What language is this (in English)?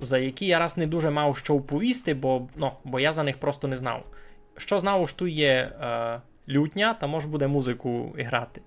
Rusyn